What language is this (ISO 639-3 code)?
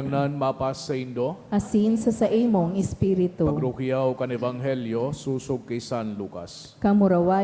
bik